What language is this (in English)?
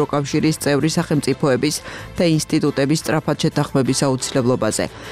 Georgian